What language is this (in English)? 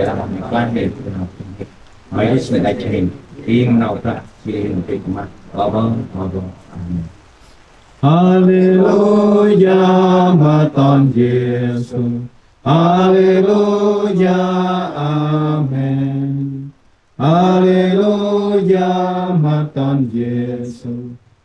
Central Mnong